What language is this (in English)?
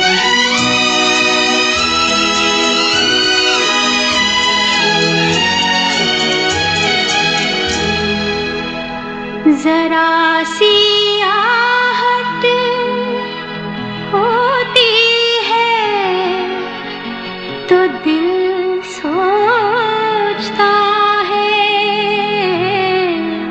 Hindi